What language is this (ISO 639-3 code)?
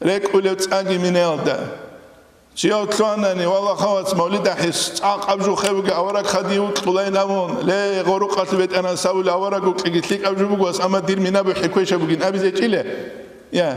ava